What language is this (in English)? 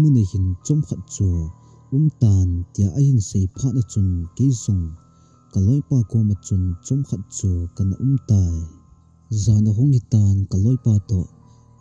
Thado Chin